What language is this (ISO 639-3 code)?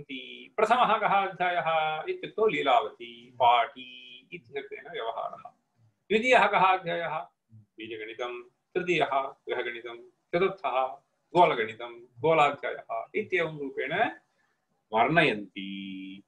san